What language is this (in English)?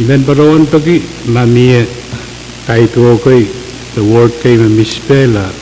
Pohnpeian